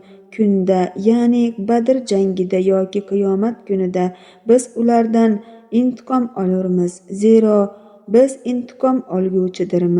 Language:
Uzbek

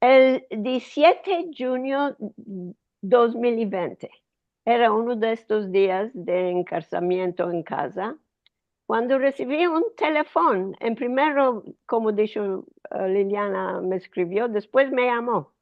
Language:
Ladino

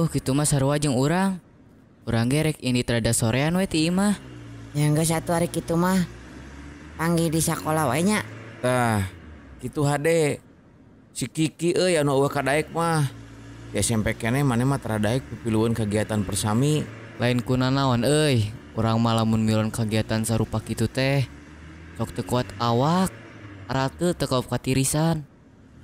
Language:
Sundanese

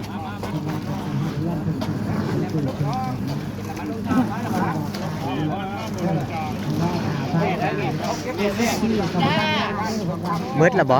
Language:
Northeastern Thai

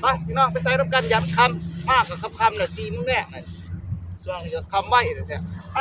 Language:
Northeastern Thai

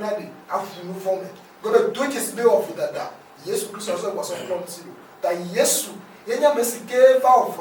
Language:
Ewe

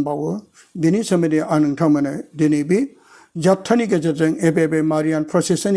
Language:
Bodo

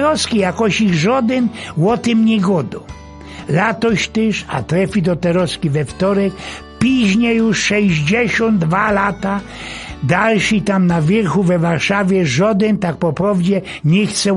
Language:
Silesian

